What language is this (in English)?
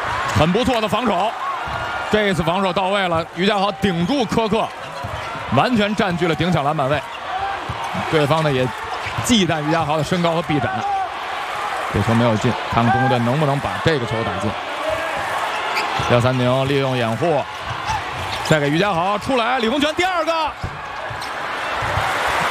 Chinese